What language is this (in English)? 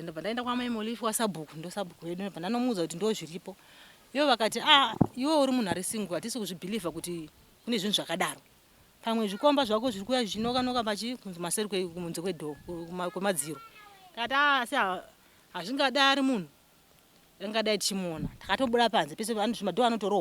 Shona